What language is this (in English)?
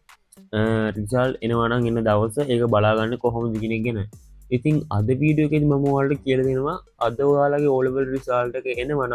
Sinhala